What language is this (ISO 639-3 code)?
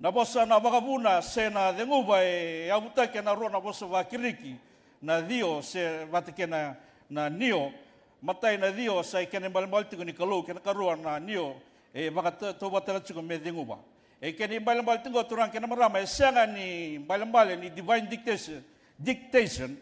fij